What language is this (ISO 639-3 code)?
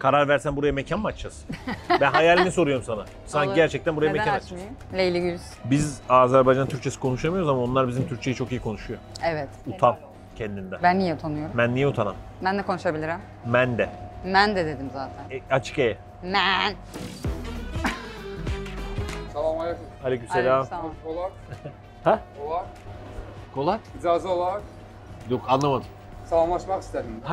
tur